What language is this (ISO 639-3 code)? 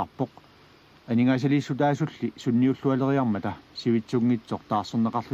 kal